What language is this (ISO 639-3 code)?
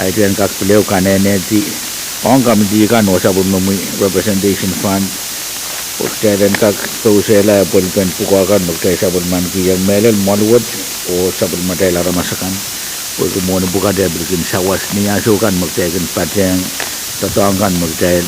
pon